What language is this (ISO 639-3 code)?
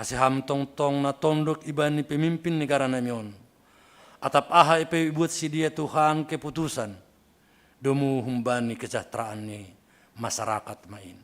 bts